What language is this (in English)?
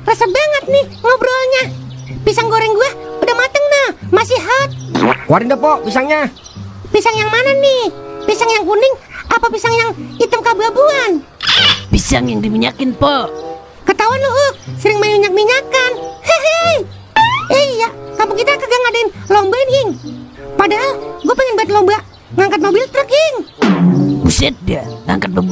Betawi